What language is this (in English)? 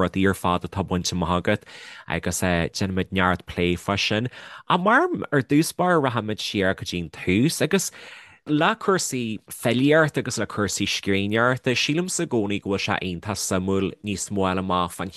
Irish